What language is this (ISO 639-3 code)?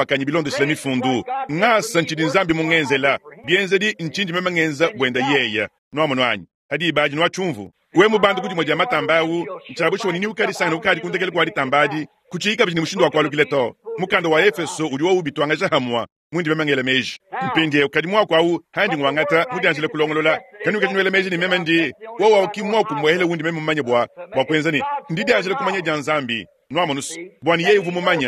lua